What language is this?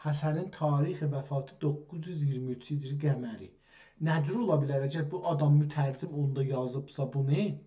South Azerbaijani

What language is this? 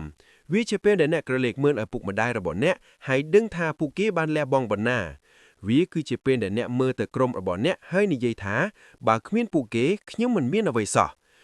Khmer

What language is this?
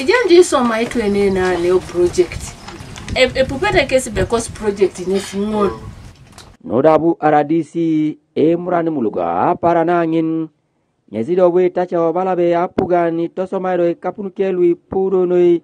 Teso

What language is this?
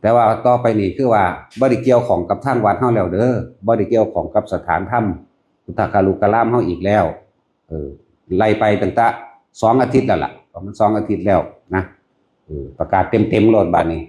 Lao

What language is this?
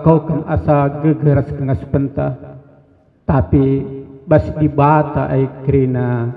Batak Karo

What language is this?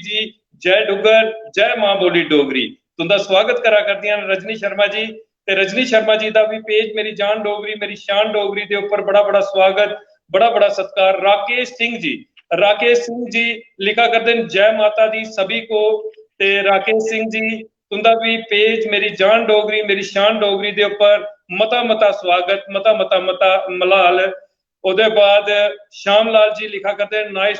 Dogri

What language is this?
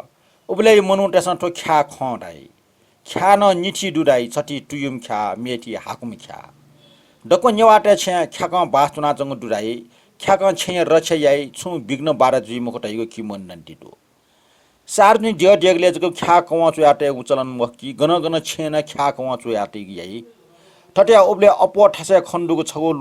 Newari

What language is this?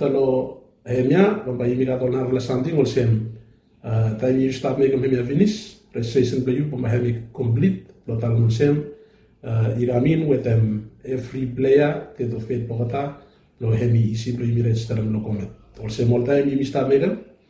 Bislama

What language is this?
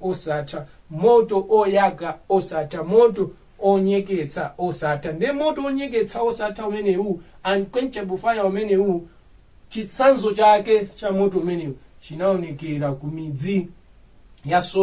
Nyanja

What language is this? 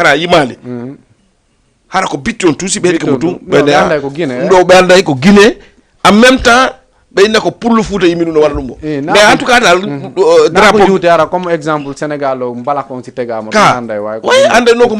Fula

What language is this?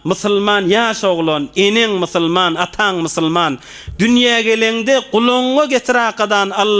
Turkmen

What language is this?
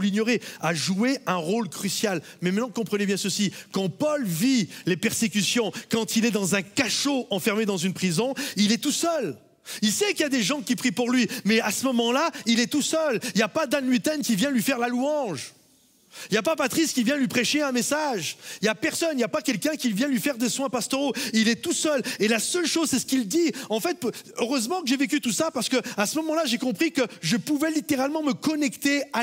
French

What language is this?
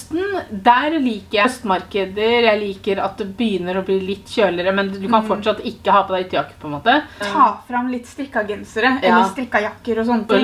Norwegian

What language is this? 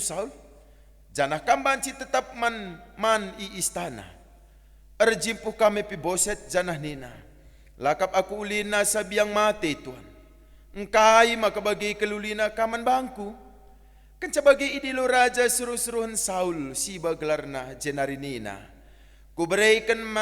Batak Karo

